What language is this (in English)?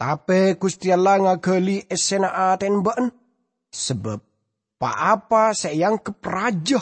Madurese